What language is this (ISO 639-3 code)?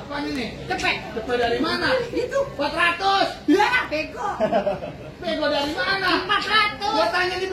bew